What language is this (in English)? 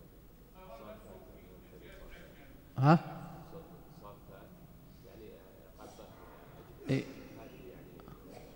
Arabic